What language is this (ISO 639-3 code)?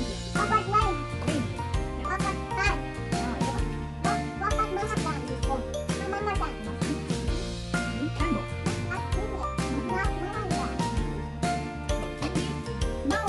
ind